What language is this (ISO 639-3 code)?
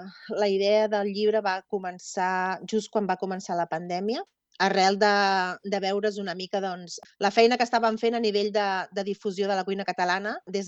cat